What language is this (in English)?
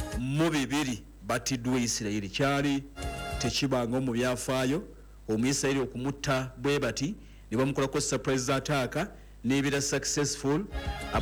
Ganda